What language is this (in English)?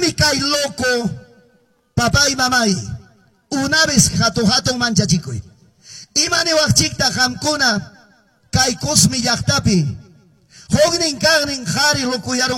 Quechua